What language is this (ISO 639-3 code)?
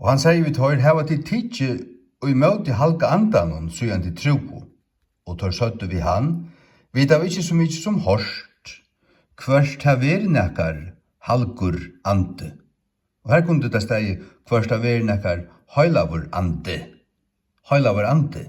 fao